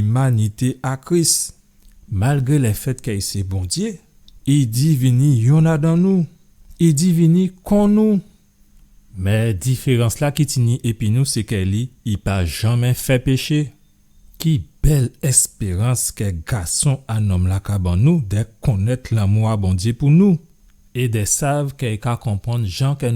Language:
Guadeloupean Creole French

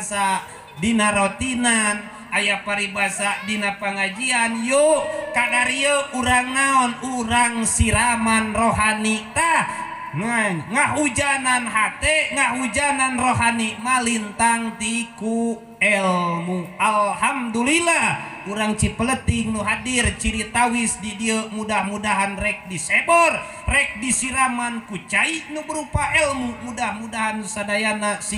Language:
Sundanese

